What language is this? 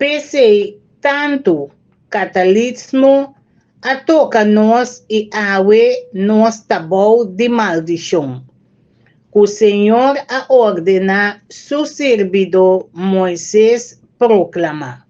Papiamento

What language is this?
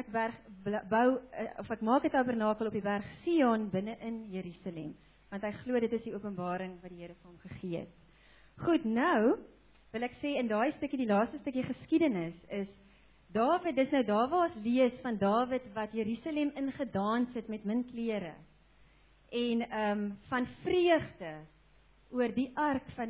Afrikaans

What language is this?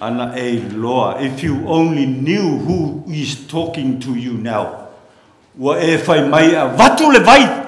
Samoan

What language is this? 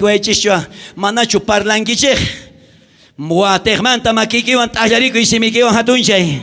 South Bolivian Quechua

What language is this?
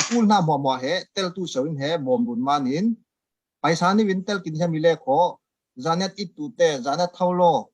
Falam Chin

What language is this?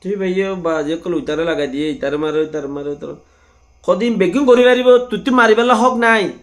Rohingya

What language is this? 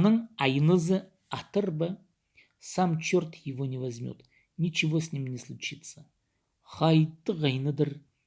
Khakas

